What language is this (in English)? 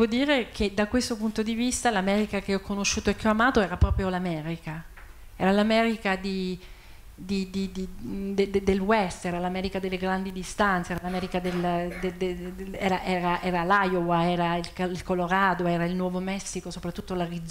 Italian